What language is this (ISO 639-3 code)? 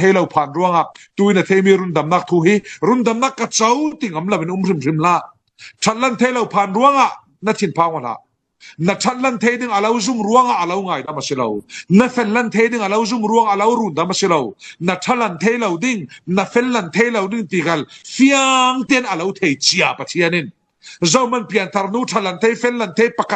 cfm